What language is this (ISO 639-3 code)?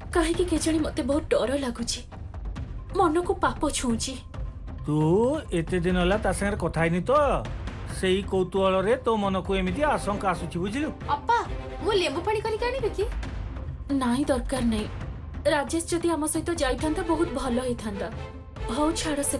ori